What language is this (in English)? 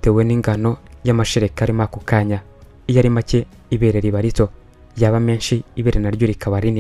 Kinyarwanda